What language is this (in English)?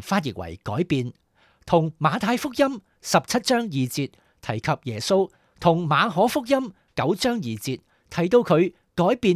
Cantonese